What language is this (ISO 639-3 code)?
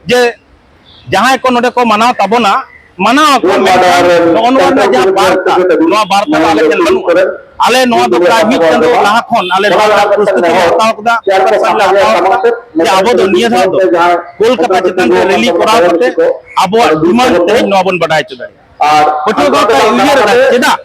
sat